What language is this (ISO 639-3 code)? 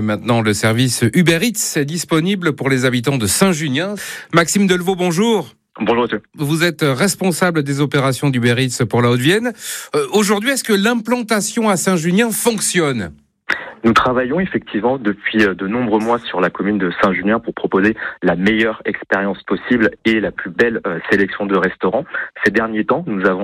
fra